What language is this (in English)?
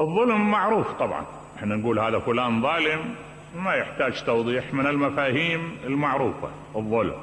Mesopotamian Arabic